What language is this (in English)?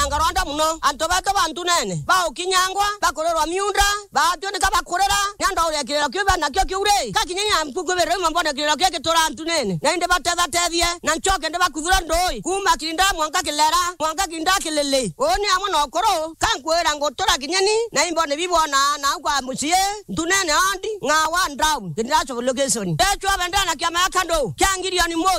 Meru